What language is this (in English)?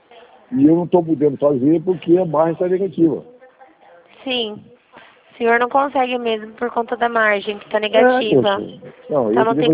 Portuguese